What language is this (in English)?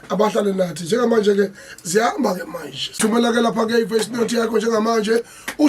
Zulu